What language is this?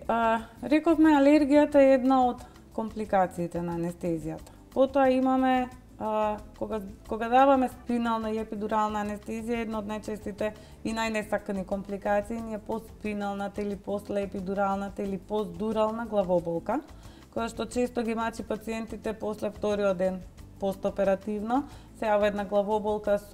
Macedonian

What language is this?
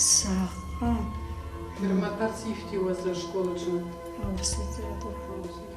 Abkhazian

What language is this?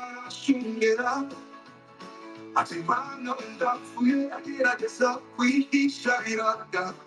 Kinyarwanda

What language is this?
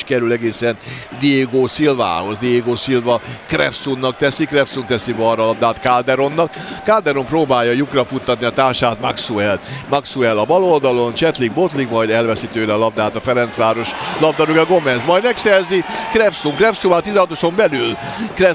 Hungarian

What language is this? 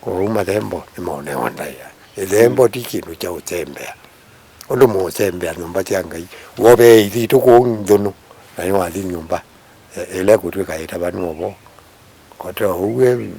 Kamba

